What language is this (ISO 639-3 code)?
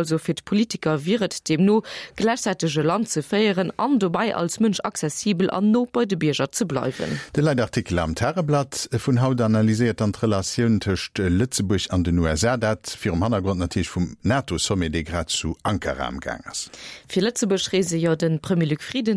ltz